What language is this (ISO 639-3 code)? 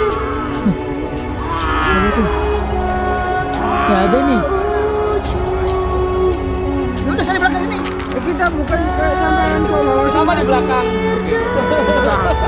ind